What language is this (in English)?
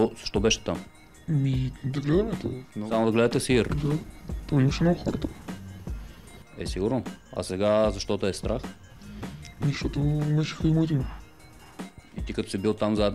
Bulgarian